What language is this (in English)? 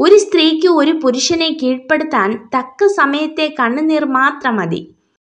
Malayalam